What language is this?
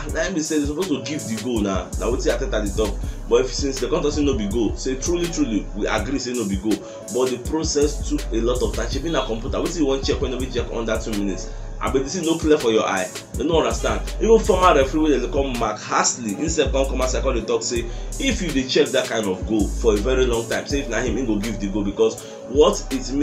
Nigerian Pidgin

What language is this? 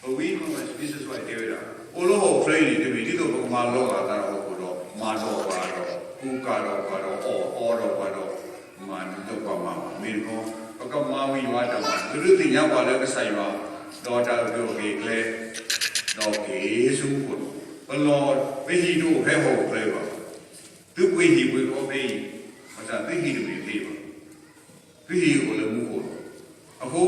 S'gaw Karen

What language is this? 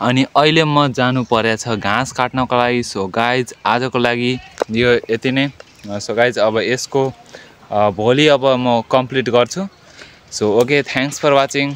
Nepali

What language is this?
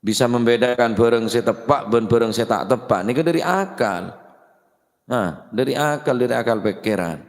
Madurese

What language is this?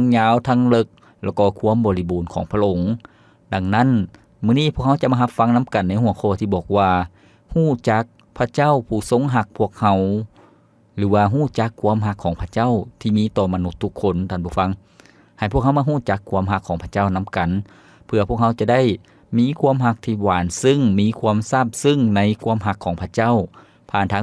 Lao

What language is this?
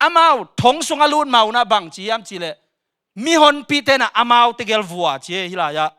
Tedim Chin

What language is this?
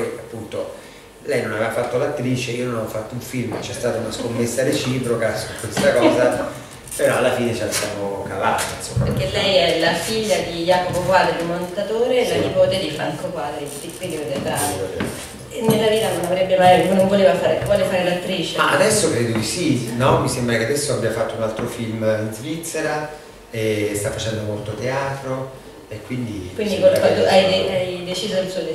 Italian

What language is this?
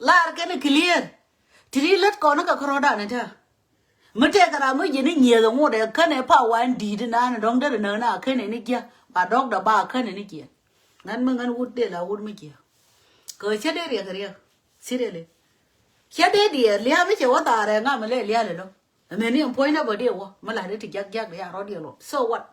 Nuer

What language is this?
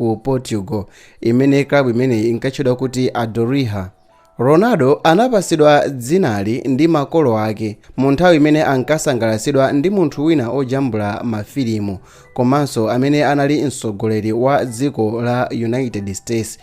Nyanja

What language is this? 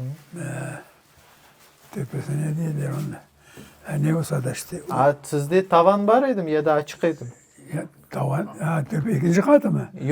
Crimean Tatar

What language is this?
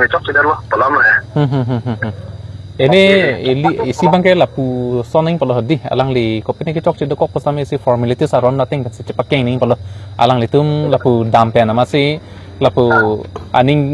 Karbi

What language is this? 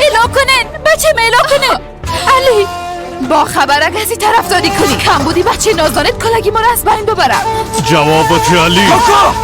Persian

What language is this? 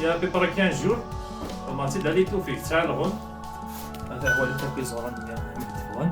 Kabyle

